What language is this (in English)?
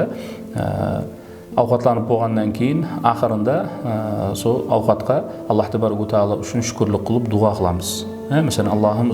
Kara-Kalpak